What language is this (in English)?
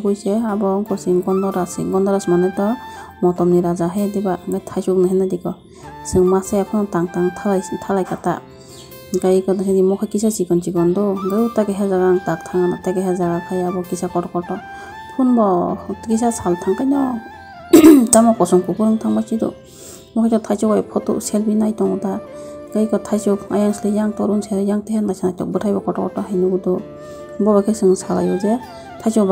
Kok Borok